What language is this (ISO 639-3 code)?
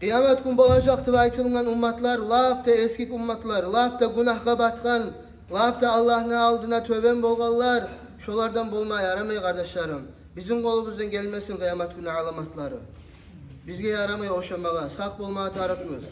kum